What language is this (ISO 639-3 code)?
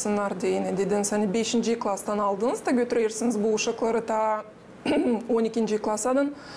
gag